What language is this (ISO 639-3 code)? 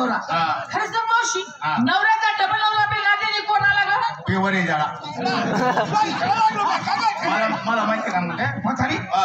mar